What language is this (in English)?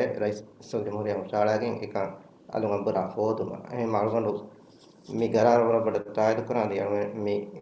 Divehi